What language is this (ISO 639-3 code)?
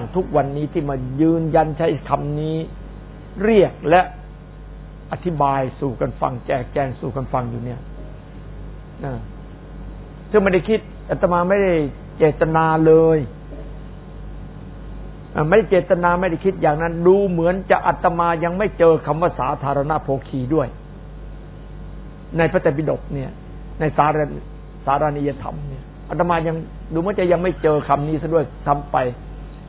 tha